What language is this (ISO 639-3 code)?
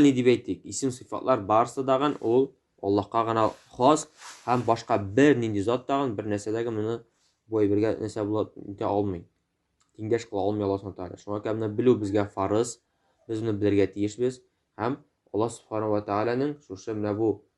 tat